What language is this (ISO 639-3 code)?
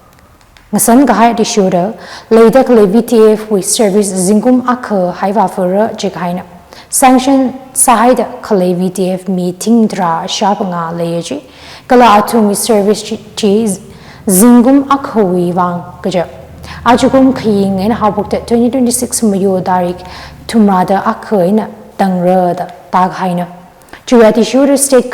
nmf